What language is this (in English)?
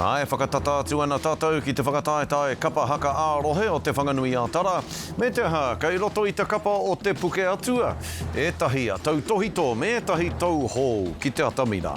Māori